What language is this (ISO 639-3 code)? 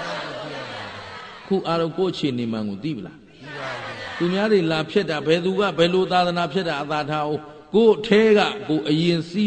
mya